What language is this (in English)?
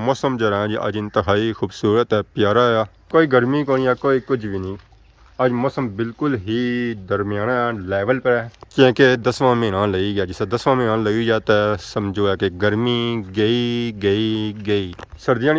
Pahari-Potwari